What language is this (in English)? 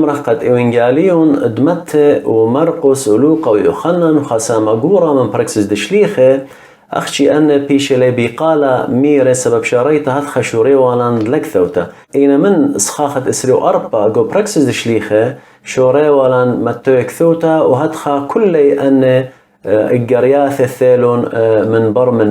Assyrian Neo-Aramaic